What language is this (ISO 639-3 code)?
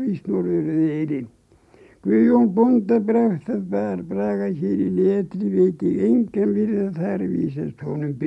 isl